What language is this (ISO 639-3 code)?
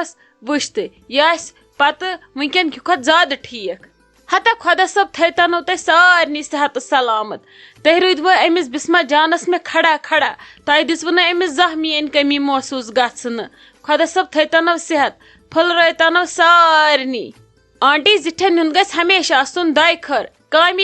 kas